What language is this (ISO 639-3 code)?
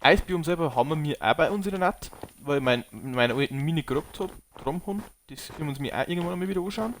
bar